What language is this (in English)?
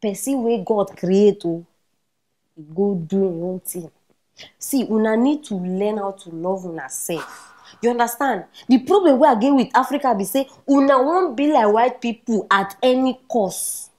Nigerian Pidgin